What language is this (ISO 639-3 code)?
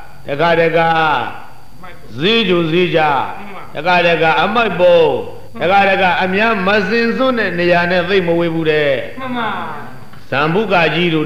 mya